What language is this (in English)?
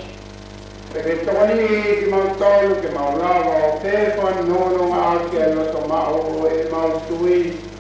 Tongan